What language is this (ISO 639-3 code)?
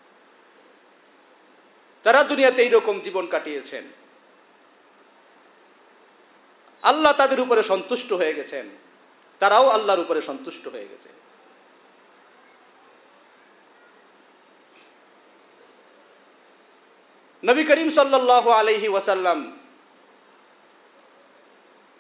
ben